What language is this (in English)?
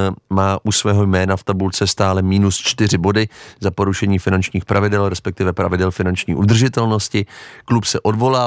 Czech